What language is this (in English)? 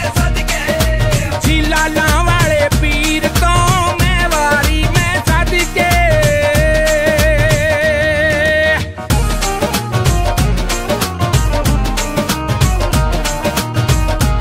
Punjabi